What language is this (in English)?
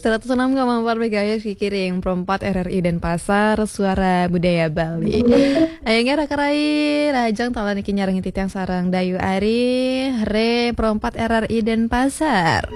Balinese